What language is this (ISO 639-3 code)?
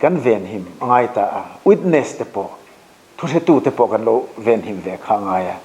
lus